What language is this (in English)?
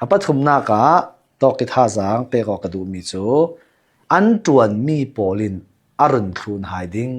Hakha Chin